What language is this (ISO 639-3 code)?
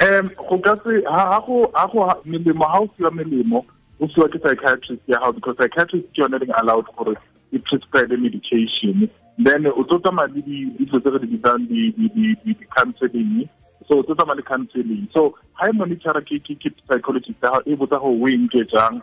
tsn